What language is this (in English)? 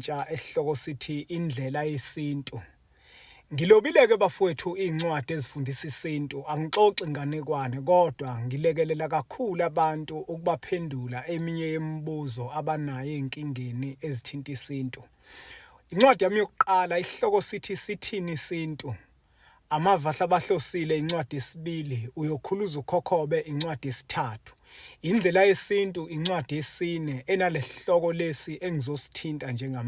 Zulu